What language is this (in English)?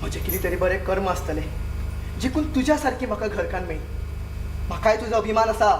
Konkani